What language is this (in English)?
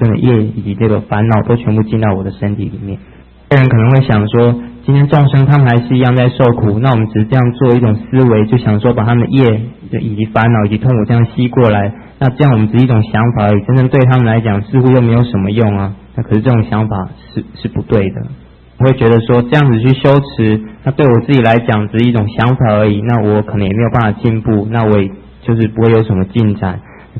Chinese